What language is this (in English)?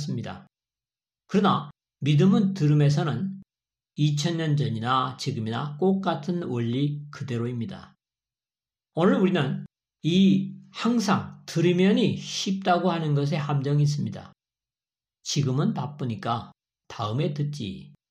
Korean